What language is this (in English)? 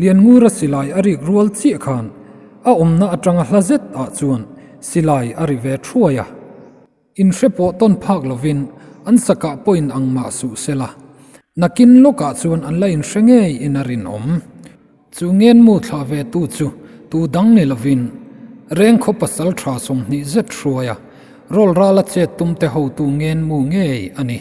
Mizo